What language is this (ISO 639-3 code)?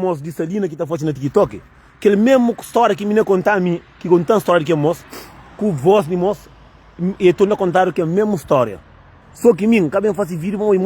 kea